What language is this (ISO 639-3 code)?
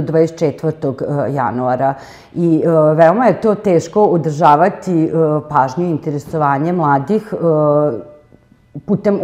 srp